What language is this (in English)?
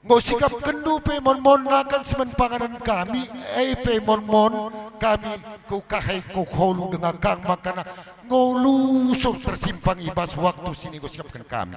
Batak Karo